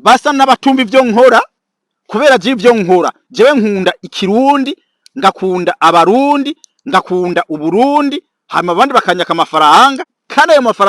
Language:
Rundi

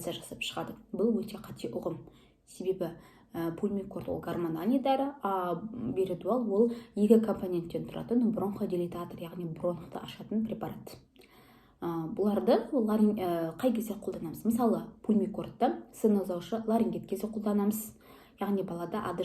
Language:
Kazakh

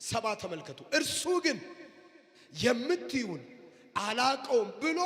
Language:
Amharic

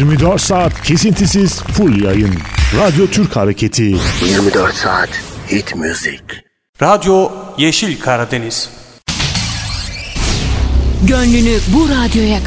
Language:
Turkish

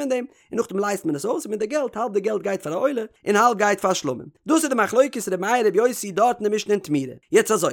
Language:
Yiddish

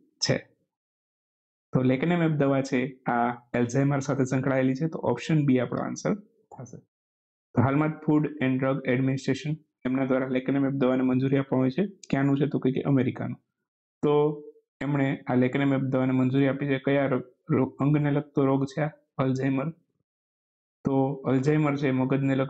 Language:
Gujarati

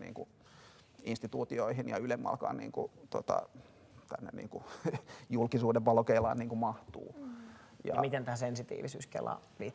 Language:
Finnish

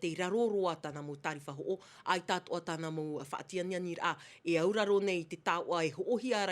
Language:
Tahitian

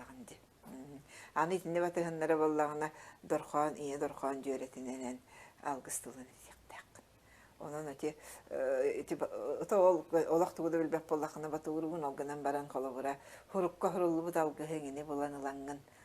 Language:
Yakut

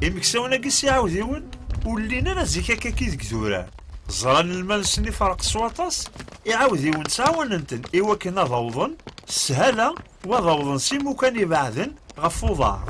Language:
Kabyle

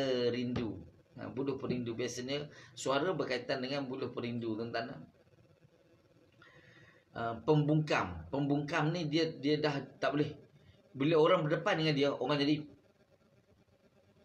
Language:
Malay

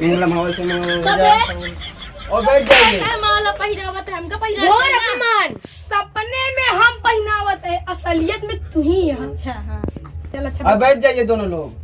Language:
Awadhi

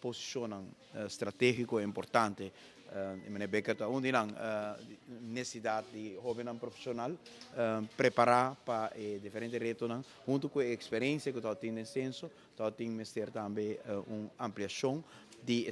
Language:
Papiamento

